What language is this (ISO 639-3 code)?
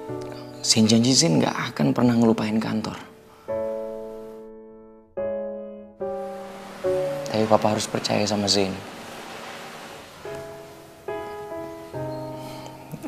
ind